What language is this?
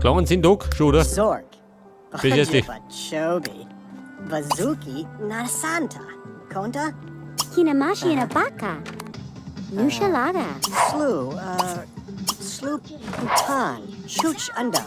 Bavarian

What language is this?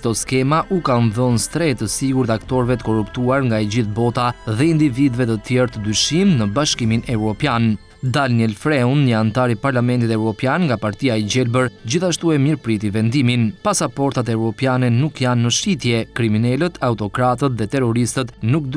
Albanian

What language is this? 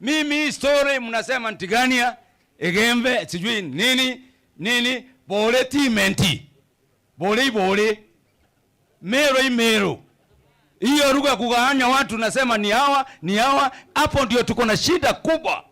Meru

